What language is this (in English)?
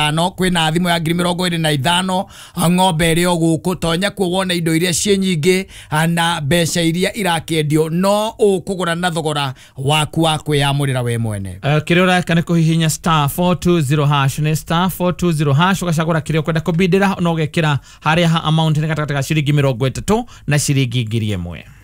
Kikuyu